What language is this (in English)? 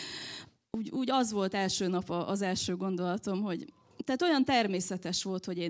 Hungarian